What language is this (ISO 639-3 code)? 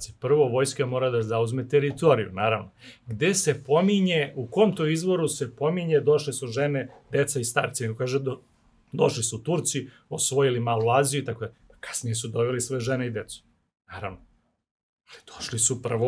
srp